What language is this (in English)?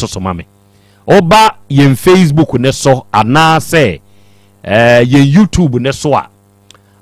Akan